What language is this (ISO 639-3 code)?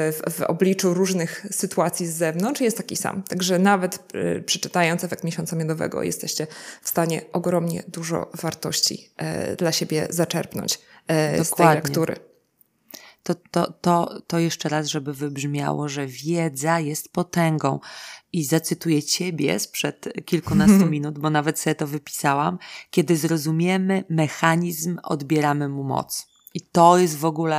pol